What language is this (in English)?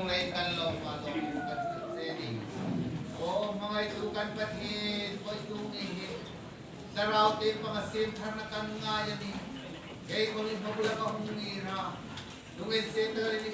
Hmar